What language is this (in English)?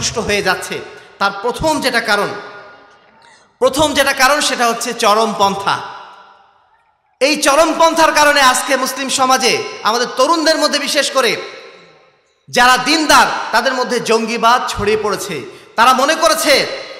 Bangla